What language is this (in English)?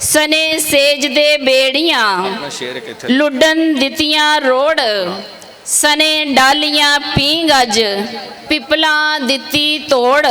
Western Panjabi